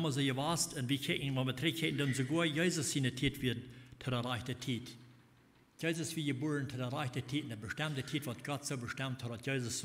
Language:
Plautdietsch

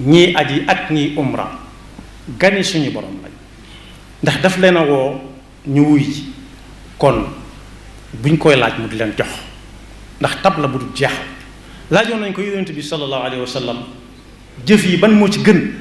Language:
Wolof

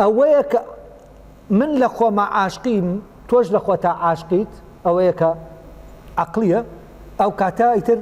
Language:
Central Kurdish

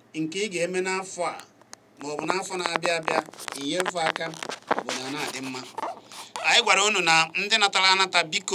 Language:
Igbo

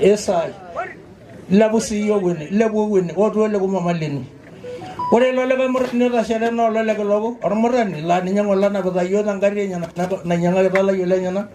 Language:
Masai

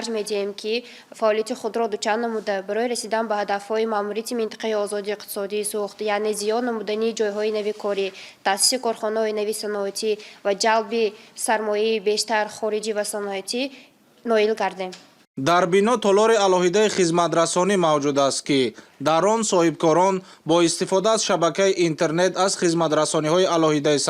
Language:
Tajik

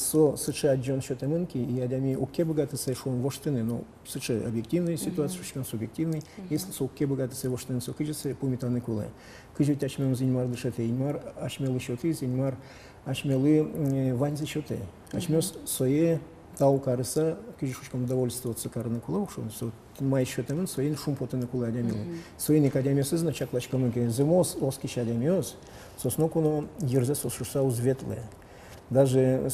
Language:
Udmurt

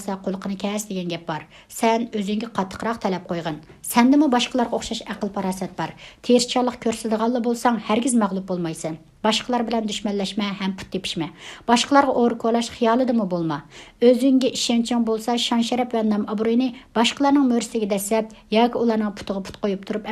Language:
Uyghur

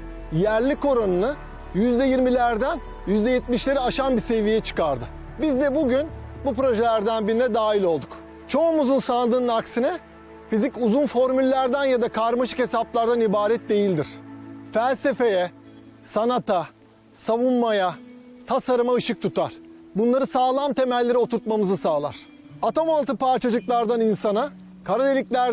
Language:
Turkish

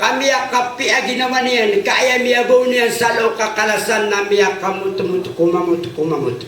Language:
Maranao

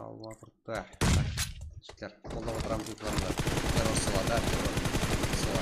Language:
Kara-Kalpak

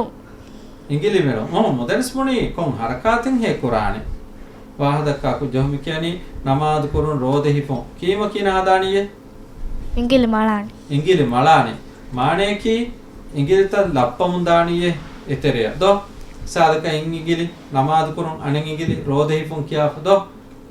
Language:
Divehi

